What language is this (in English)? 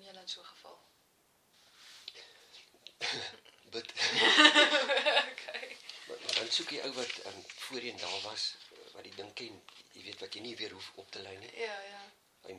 Afrikaans